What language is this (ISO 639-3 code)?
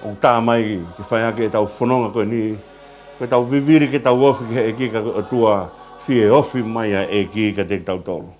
ton